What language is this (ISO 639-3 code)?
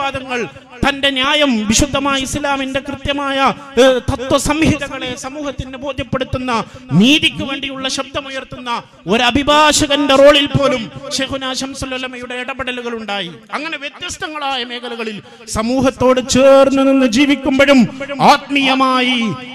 mal